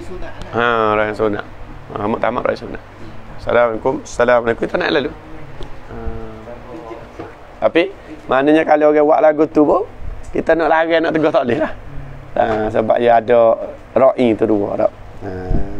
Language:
Malay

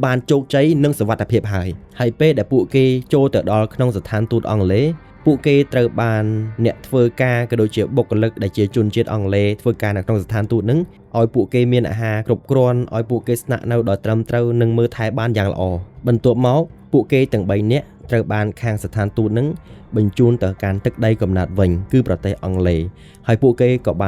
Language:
Khmer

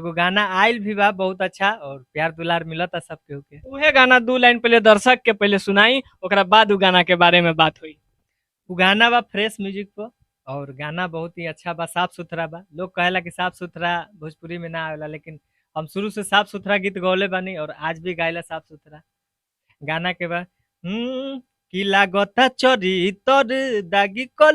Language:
Bhojpuri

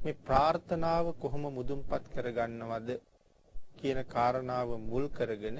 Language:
Sinhala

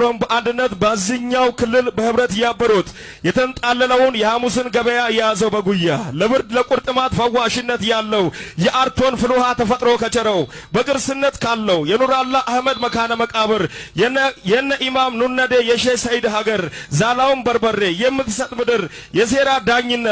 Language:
Amharic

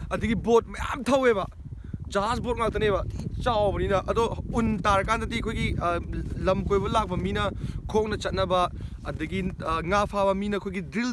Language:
Manipuri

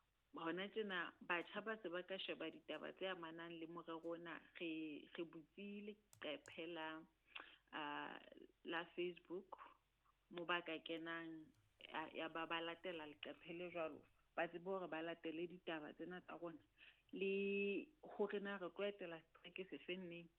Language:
Southern Sotho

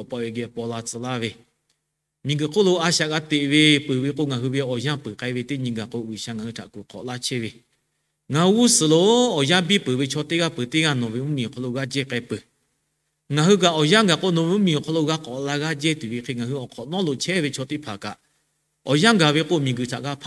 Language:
Lahu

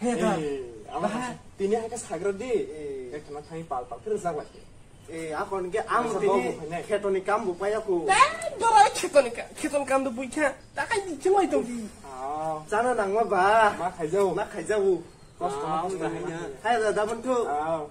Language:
Kok Borok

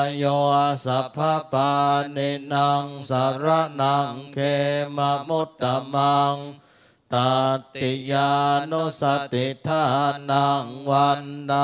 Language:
Pali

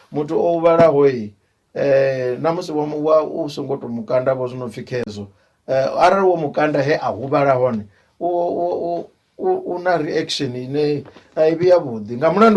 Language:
Venda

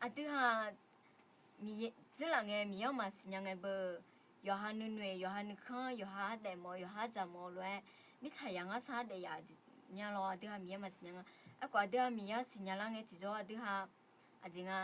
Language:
Akha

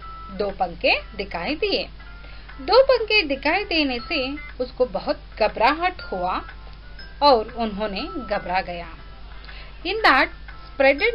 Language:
Hindi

